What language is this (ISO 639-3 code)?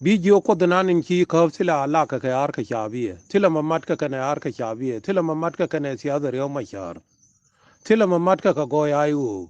nus